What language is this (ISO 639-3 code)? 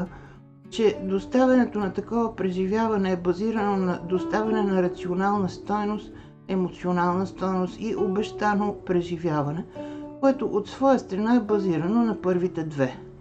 bul